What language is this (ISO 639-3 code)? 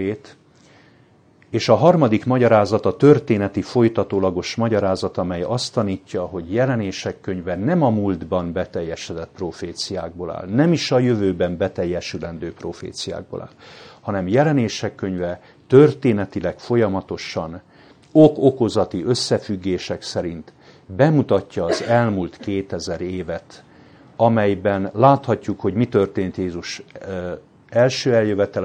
hun